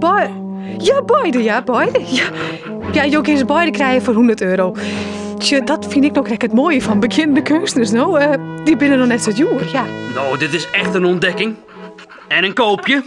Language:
Western Frisian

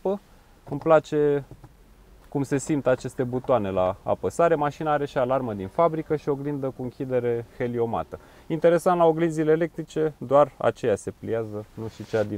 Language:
Romanian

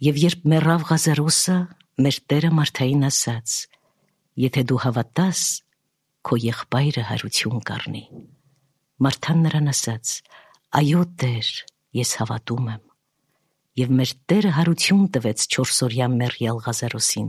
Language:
Armenian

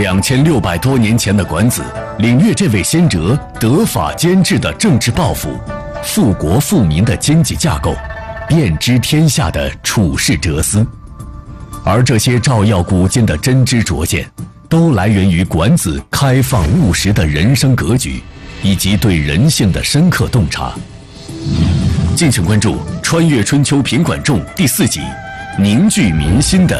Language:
Chinese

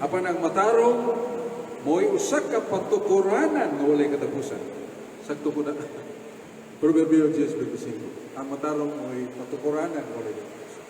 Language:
Cebuano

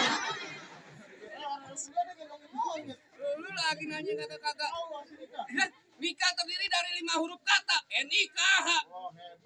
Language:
Betawi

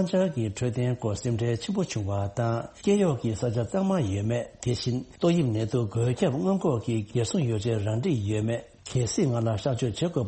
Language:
Tibetan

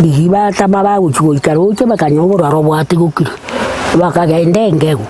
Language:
Gusii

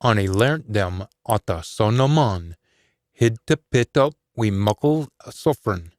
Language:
Scots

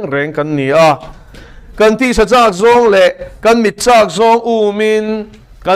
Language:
Mizo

